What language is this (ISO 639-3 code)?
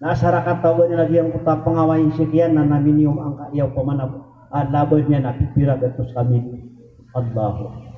mrw